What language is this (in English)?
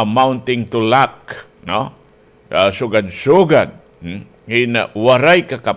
Waray